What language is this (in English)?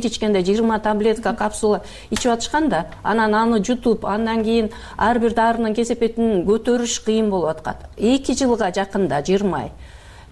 Kyrgyz